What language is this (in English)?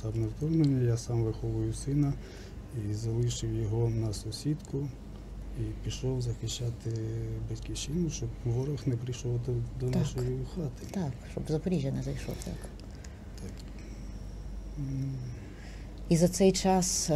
Ukrainian